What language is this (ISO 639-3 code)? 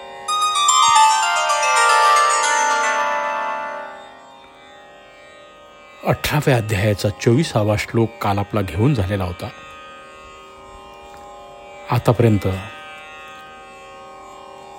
mar